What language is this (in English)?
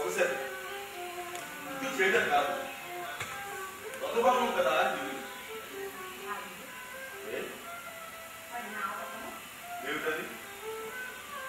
Telugu